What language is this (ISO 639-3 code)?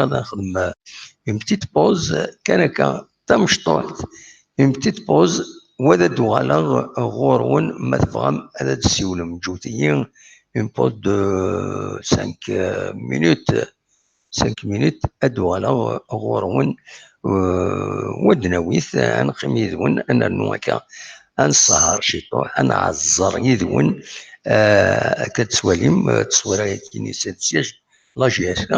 kab